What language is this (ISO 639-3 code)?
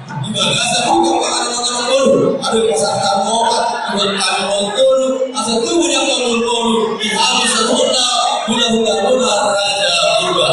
bbc